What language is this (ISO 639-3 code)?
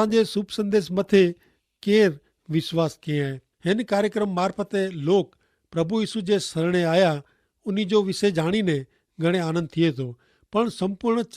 kfr